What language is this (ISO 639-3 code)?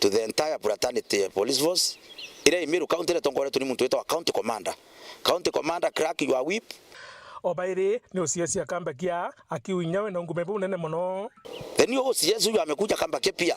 mer